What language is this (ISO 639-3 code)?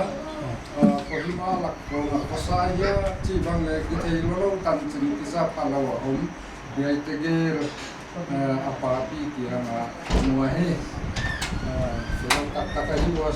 pck